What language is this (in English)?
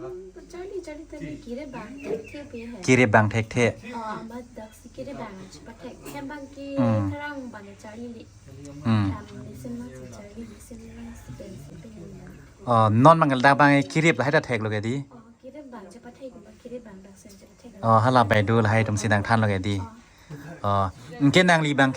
Karbi